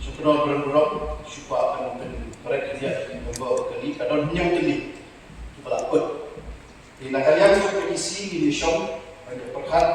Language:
Khasi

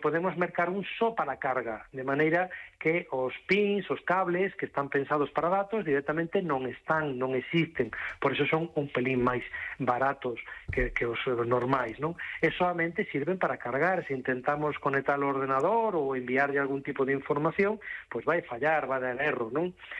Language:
Galician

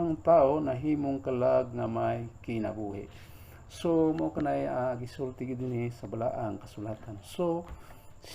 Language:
Cebuano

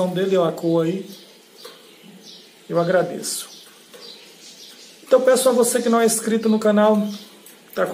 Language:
Portuguese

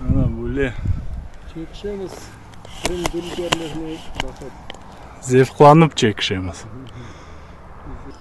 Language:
Crimean Tatar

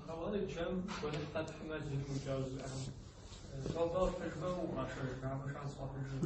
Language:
Kabardian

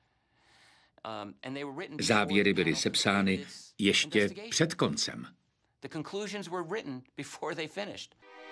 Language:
Czech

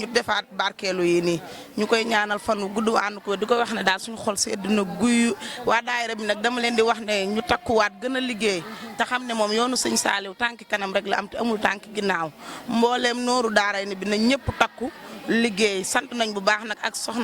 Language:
Wolof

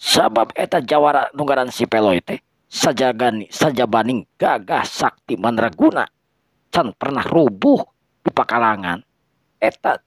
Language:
Sundanese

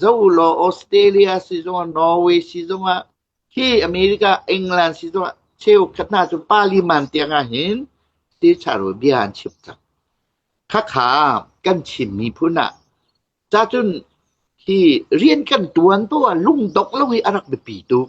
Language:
Hakha Chin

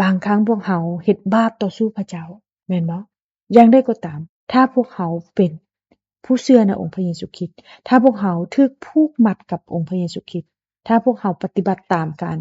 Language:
Lao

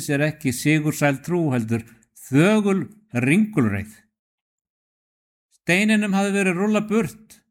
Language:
Icelandic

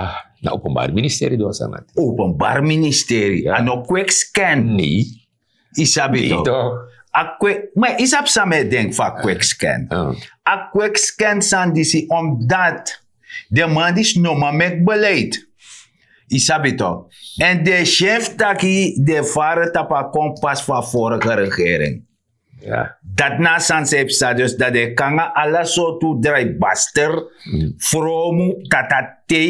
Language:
Sranan Tongo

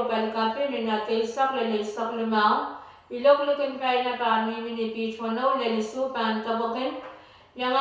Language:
Pohnpeian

